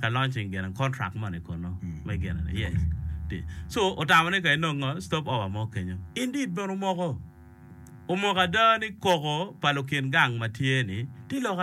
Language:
Acoli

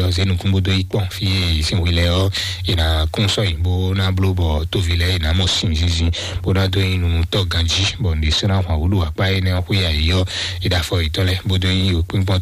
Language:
Fon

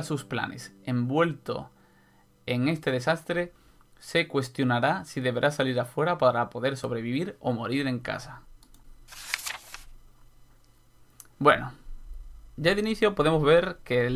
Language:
Spanish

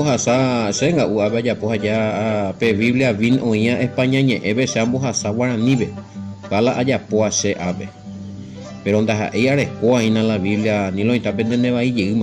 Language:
Guarani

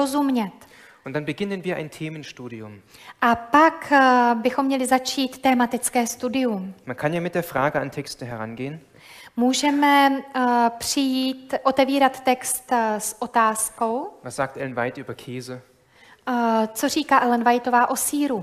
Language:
Czech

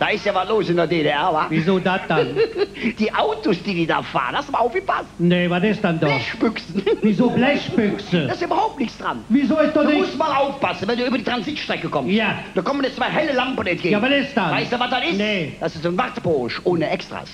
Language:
Colognian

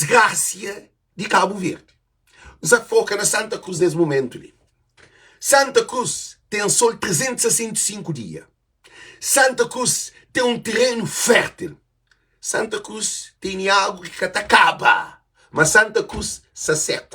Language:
Kabuverdianu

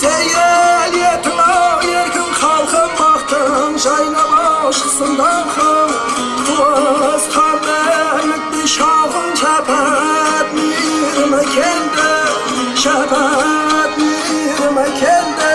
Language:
Kara-Kalpak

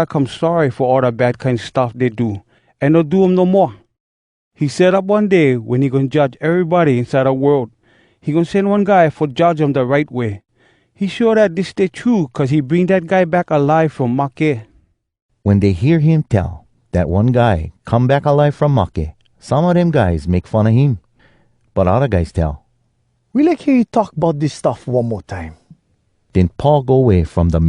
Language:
Hawai'i Creole English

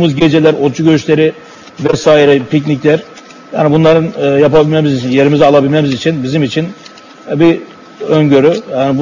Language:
Turkish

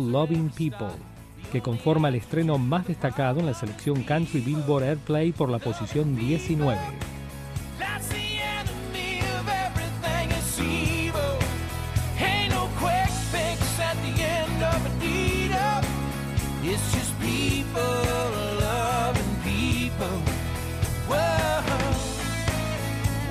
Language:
Spanish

